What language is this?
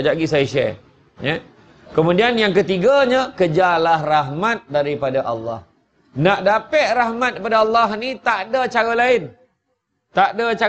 Malay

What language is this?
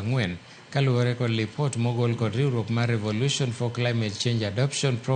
Luo (Kenya and Tanzania)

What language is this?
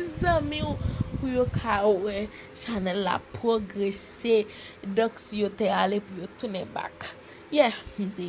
Haitian Creole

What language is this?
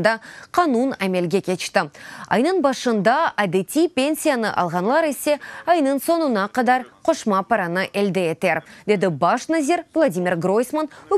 Crimean Tatar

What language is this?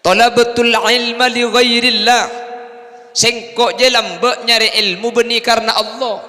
Madurese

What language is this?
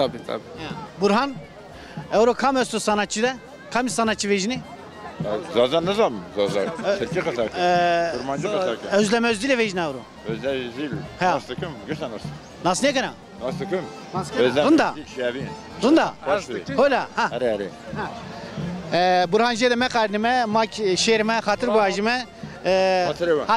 Zaza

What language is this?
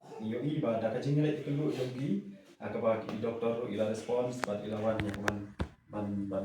Khasi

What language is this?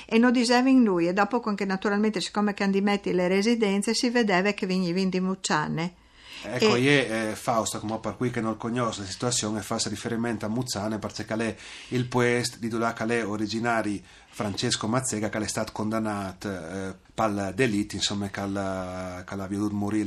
Friulian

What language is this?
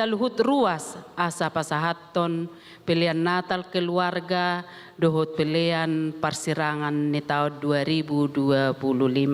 Batak Toba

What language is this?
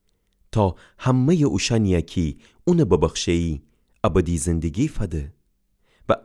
Gilaki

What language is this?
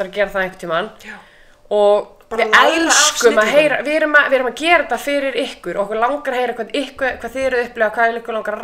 Icelandic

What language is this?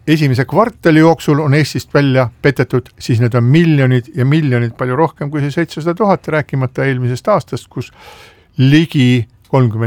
Estonian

